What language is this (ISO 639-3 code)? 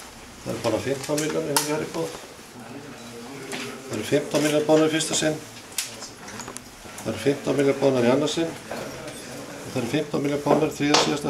isl